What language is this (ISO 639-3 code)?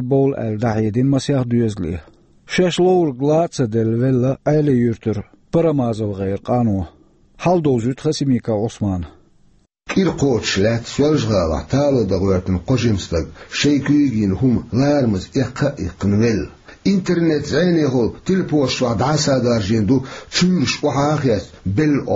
che